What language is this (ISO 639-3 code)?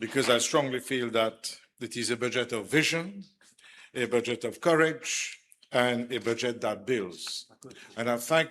mfe